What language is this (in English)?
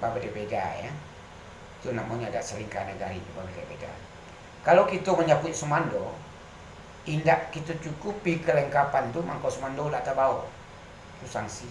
Minangkabau